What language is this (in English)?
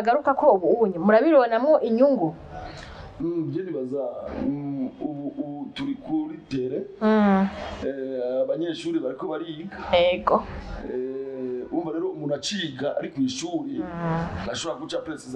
Rundi